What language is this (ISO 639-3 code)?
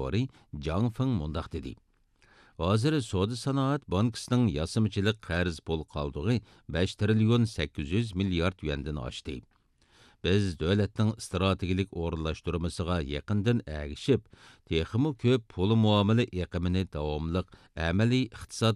uig